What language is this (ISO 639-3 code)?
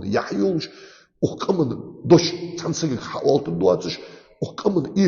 inh